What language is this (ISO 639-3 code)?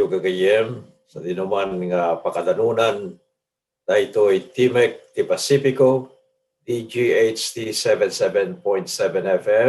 ilo